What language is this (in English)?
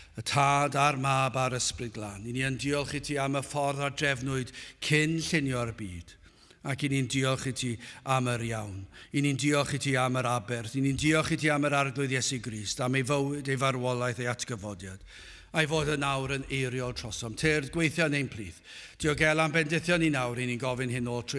Welsh